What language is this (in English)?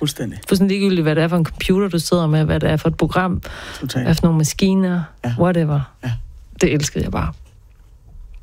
Danish